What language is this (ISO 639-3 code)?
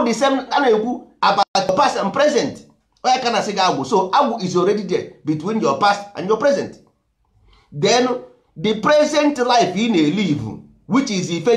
ibo